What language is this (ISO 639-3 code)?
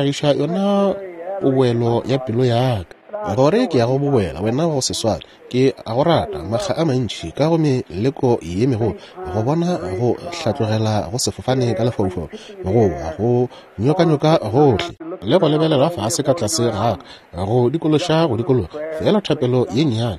nso